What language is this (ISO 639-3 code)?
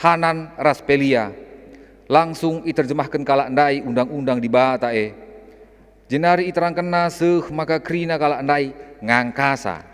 btx